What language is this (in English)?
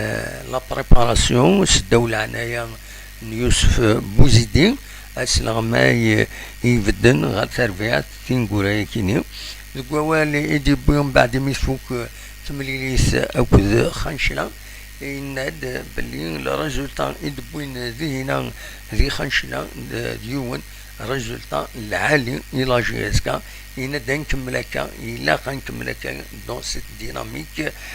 Kabyle